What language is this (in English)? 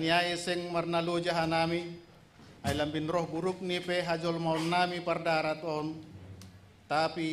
Batak Simalungun